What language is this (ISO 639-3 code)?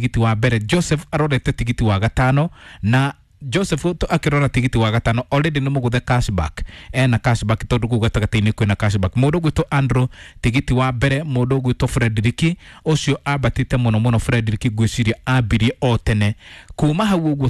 kik